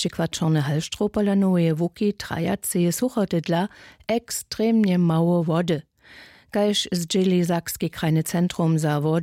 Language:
Upper Sorbian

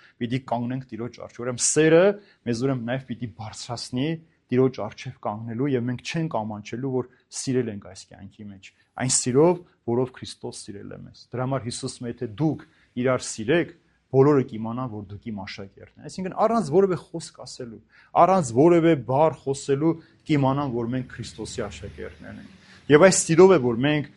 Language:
Armenian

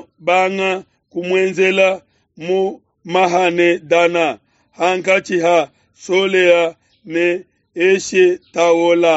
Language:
Luba-Lulua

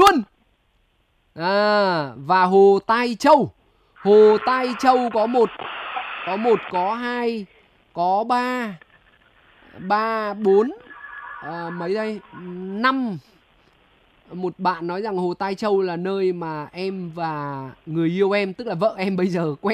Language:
Vietnamese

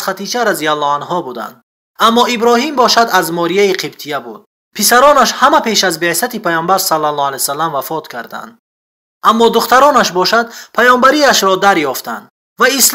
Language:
Tajik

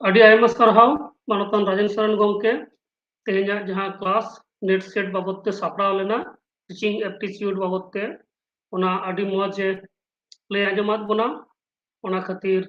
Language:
Santali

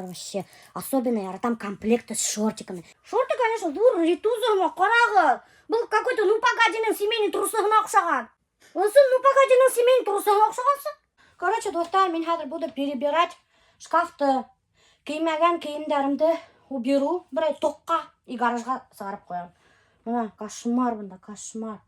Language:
Bashkir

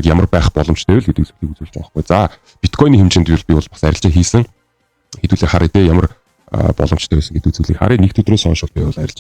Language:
Mongolian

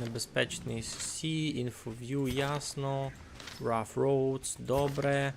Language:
Rusyn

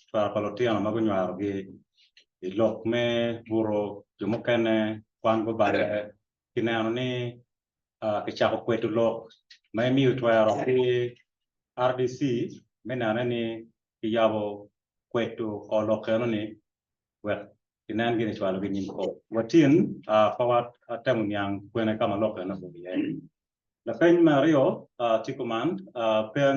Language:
Acoli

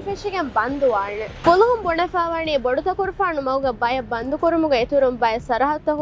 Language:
Divehi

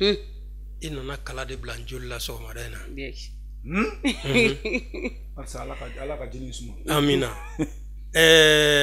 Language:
Bambara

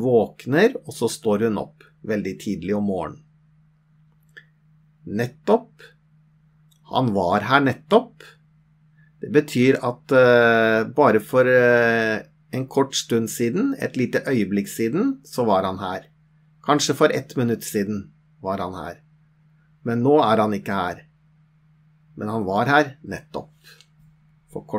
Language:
Norwegian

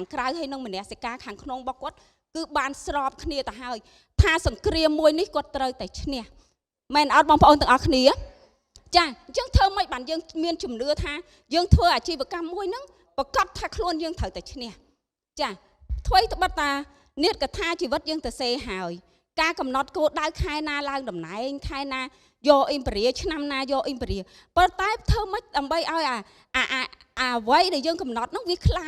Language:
Khmer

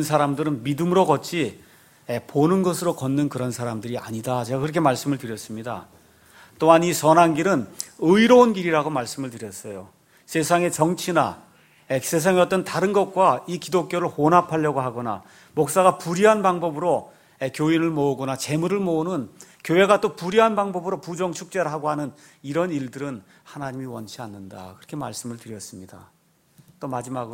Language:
Korean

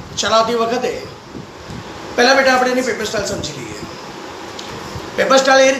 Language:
Gujarati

